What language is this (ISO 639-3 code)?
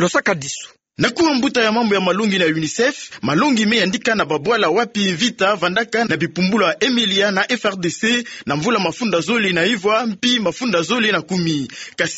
ktu